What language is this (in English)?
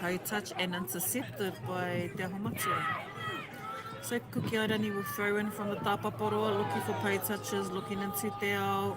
Māori